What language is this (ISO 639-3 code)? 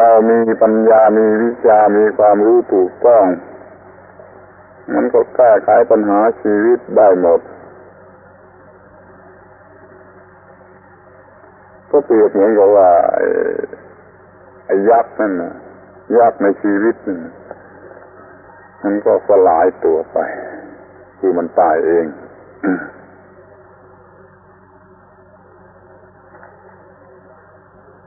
tha